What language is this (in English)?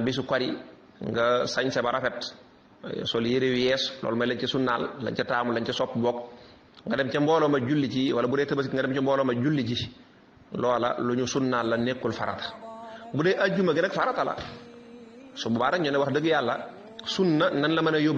Wolof